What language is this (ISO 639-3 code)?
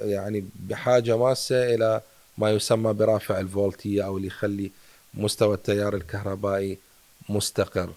acm